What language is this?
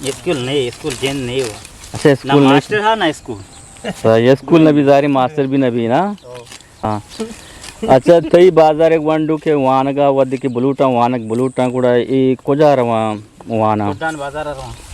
Eastern Balochi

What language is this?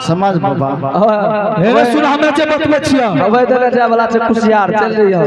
Angika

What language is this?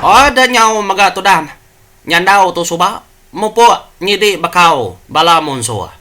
Iban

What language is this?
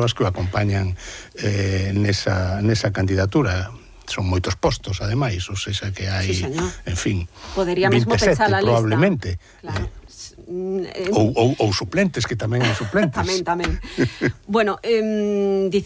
Galician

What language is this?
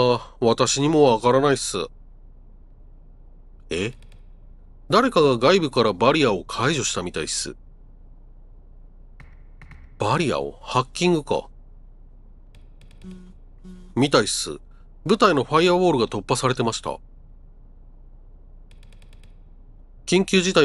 Japanese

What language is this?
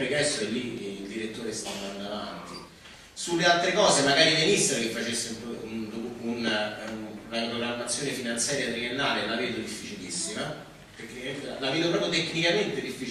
Italian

